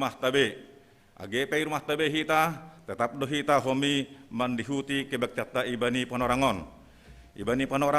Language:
Batak Simalungun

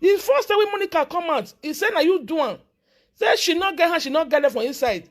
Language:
Nigerian Pidgin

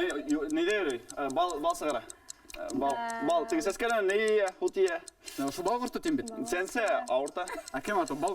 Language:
Bashkir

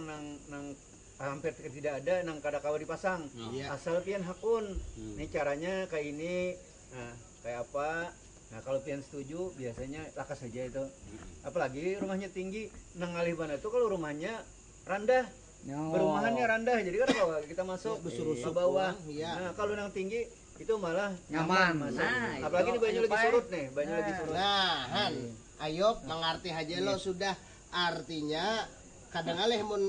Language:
Banjar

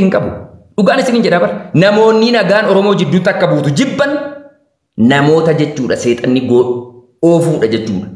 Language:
Oromo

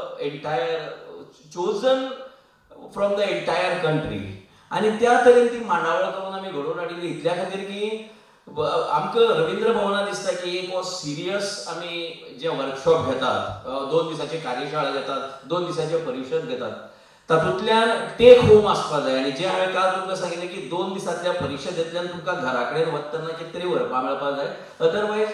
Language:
Konkani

